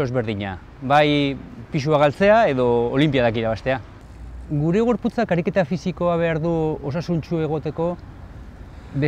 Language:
Basque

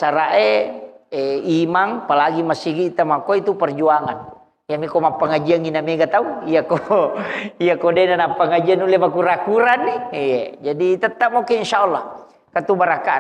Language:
Buginese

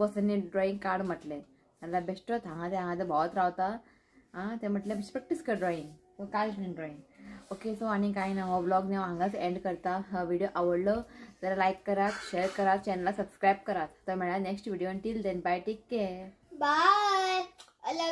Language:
Konkani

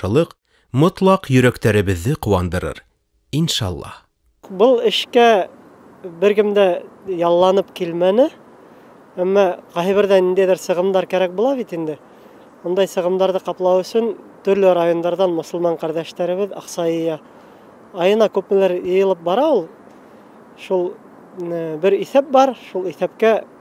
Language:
Bashkir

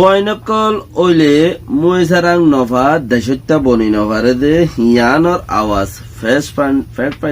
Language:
Rohingya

